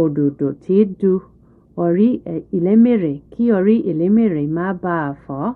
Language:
Yoruba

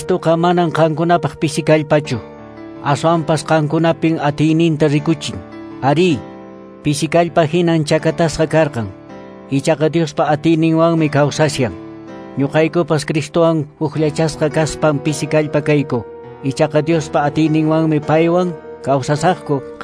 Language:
Quechua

